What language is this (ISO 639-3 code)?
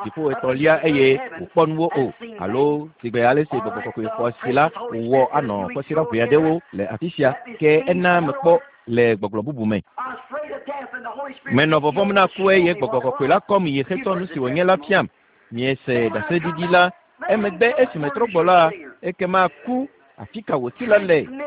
ewe